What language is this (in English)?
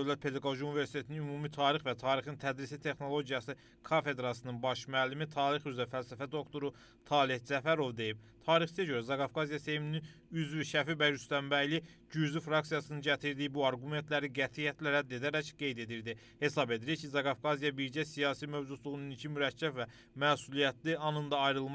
Azerbaijani